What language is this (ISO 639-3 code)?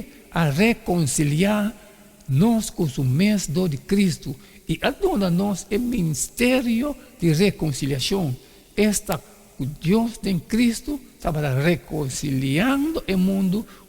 pap